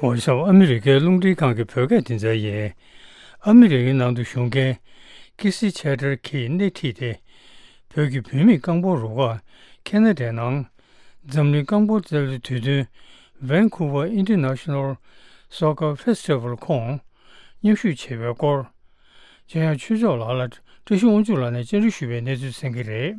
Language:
Tibetan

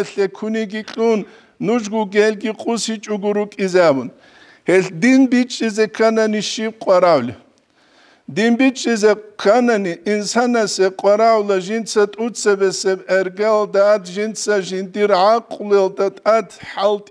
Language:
Avaric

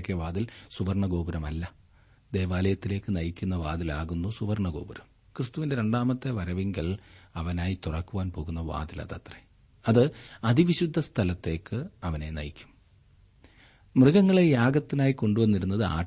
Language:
Malayalam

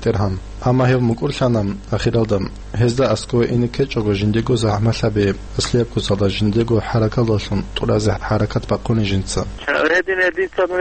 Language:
Avaric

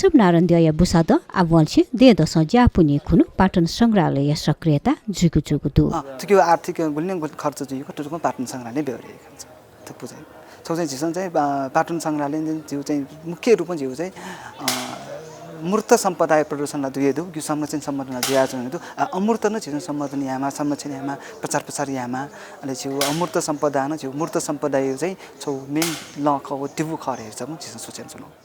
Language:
Newari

